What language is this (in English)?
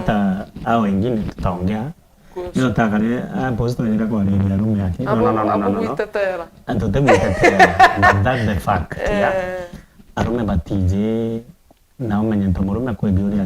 Meru